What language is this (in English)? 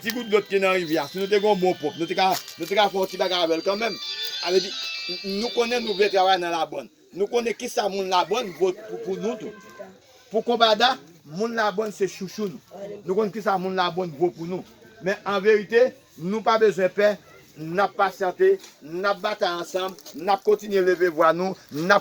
Haitian Creole